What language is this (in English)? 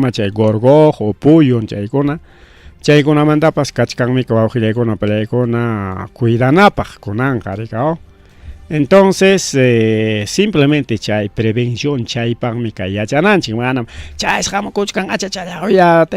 Ayacucho Quechua